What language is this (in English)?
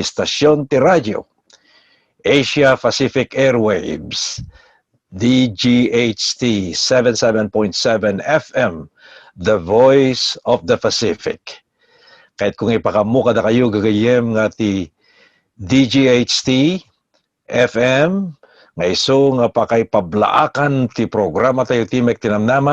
Iloko